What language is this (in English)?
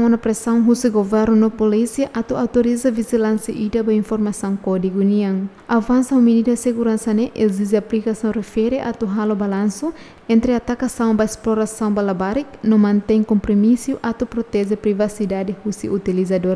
Tetum